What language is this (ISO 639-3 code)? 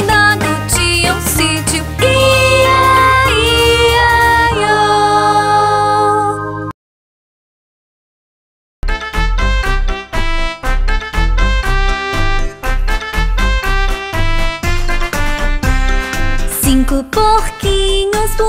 por